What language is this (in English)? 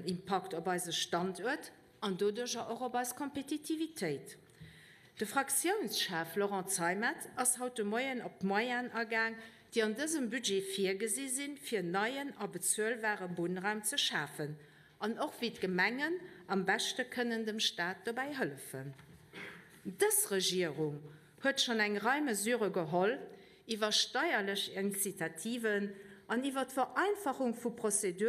Luxembourgish